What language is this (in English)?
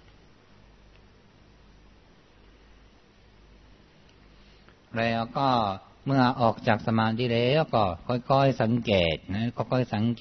Thai